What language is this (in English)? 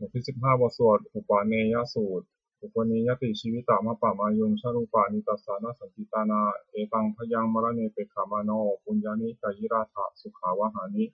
Pali